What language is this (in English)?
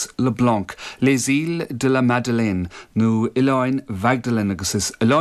Irish